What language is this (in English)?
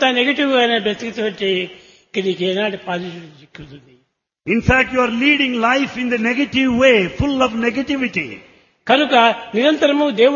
Telugu